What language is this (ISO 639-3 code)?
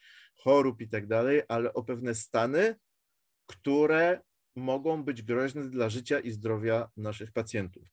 pol